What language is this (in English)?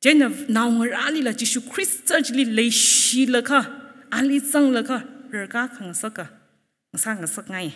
Tangkhul Naga (India)